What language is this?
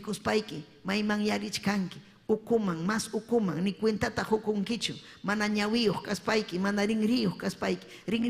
Ayacucho Quechua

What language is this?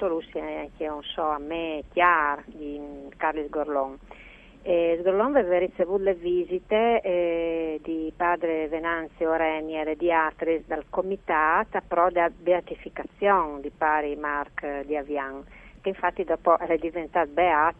Friulian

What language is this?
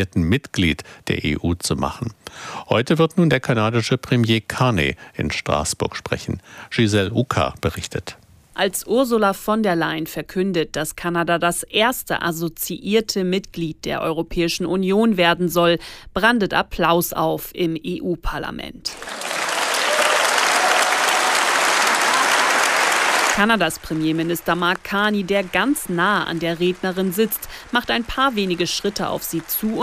German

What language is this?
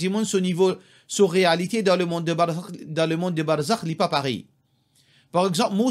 Morisyen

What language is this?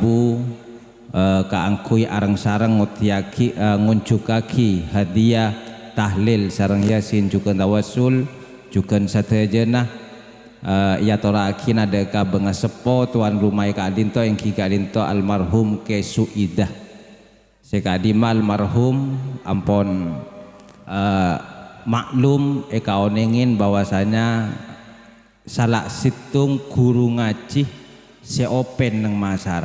Madurese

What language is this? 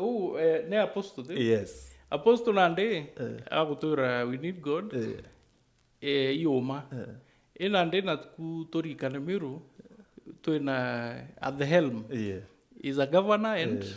Meru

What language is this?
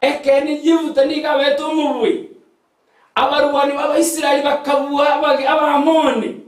Gusii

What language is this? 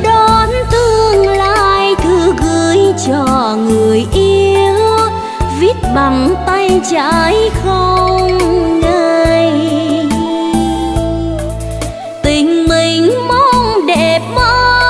Vietnamese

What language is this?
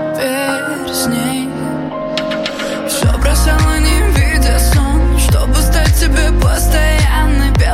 Russian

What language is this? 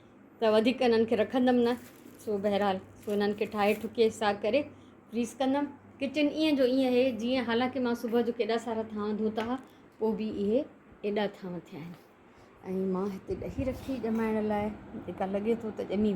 Sindhi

